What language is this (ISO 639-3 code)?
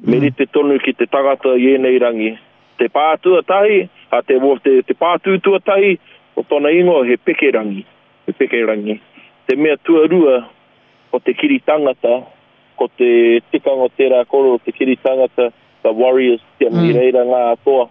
mri